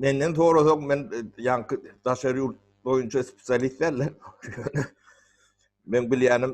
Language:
Turkmen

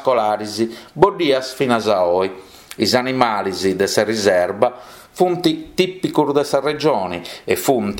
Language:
Sardinian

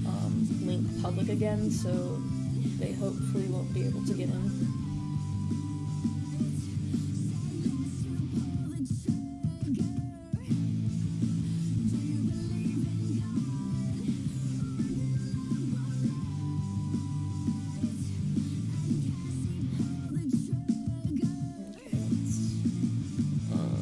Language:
English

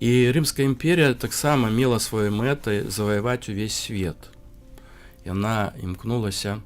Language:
Belarusian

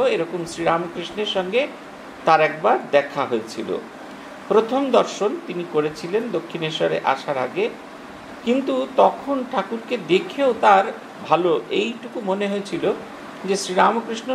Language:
Bangla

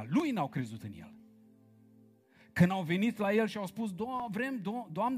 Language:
Romanian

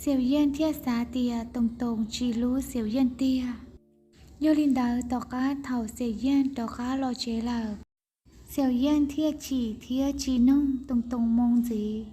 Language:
Hmong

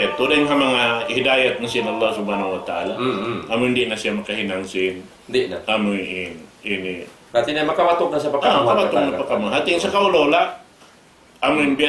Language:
Tausug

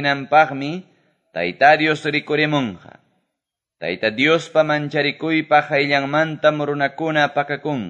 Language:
Quechua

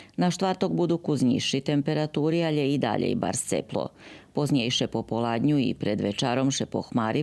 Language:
Rusyn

